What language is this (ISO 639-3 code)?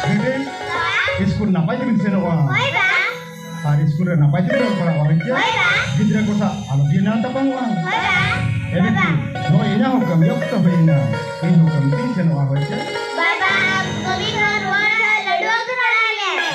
sat